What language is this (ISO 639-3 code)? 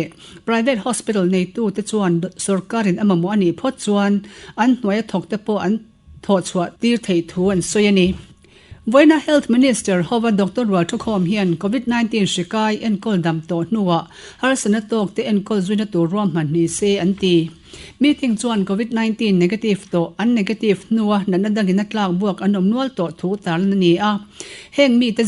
lus